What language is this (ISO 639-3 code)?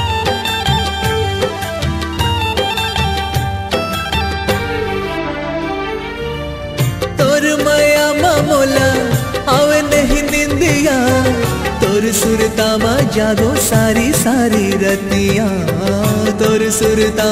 hne